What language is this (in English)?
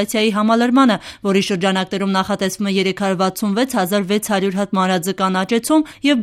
Armenian